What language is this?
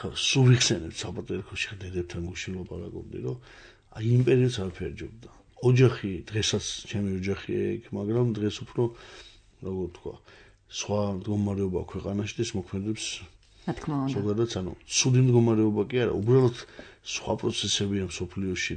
Georgian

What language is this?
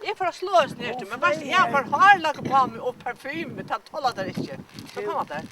Faroese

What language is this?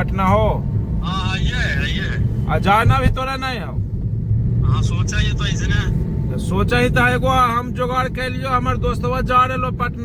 Magahi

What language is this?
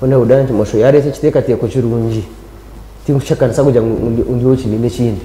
Nyankole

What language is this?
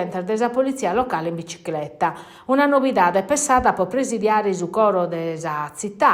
Sardinian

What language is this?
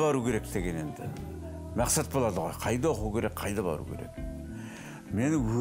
Kazakh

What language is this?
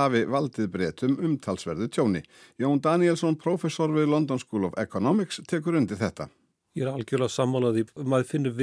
Icelandic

